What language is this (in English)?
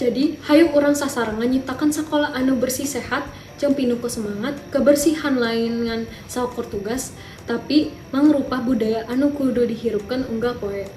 Sundanese